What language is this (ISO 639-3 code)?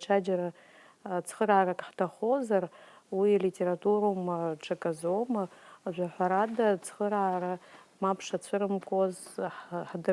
abk